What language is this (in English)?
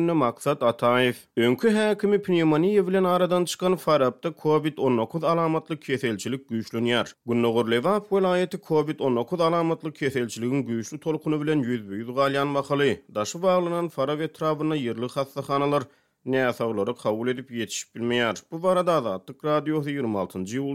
Turkmen